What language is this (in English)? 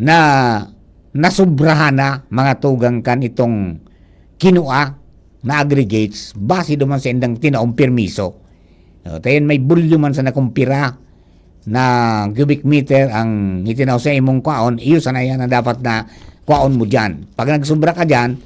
Bikol